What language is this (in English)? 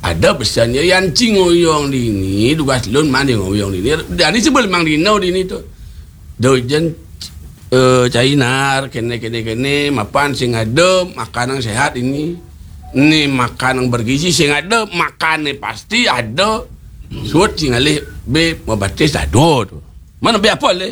Balinese